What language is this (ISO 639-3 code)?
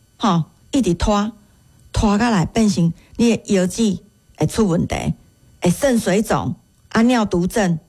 nan